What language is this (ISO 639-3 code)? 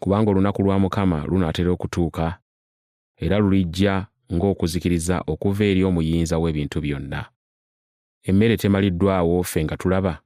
lug